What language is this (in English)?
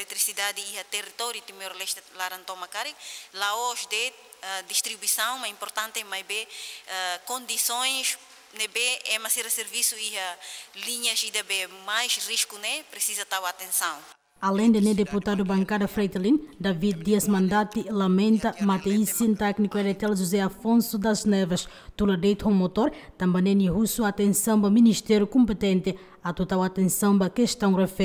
Tetum